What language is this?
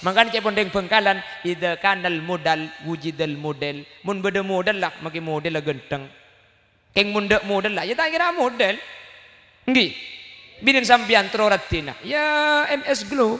Madurese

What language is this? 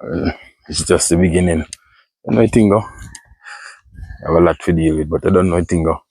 Jamaican Creole English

